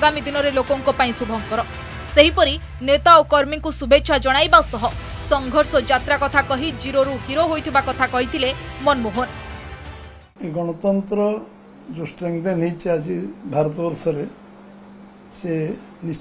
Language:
Odia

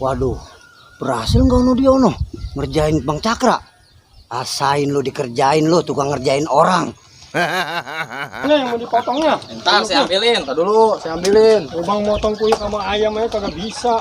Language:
Betawi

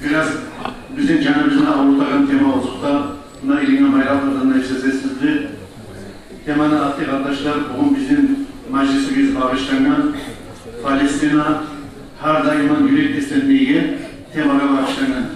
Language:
Kumyk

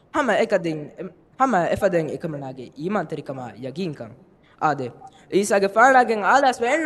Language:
Divehi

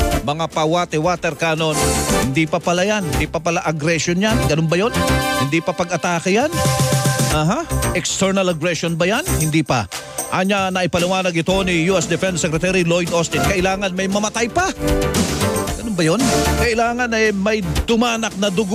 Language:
Filipino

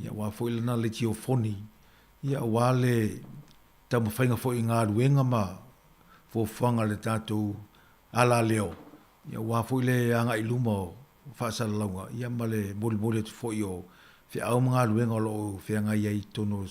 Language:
Samoan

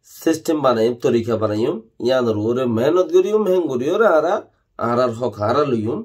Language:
Rohingya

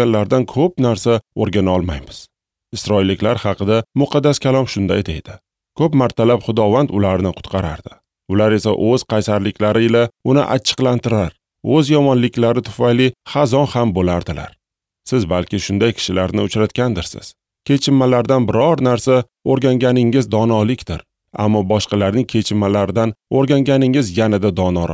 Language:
Uzbek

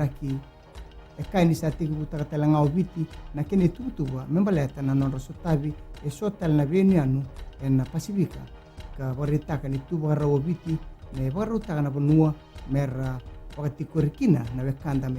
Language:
Fijian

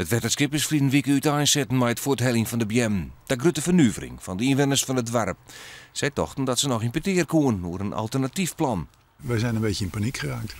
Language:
Western Frisian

